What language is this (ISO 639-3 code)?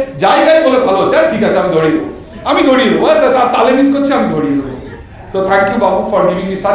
ben